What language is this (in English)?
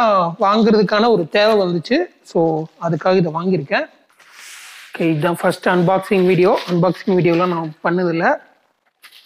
Tamil